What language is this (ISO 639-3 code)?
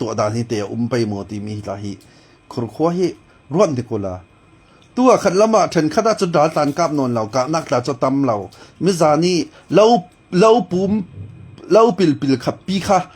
cfm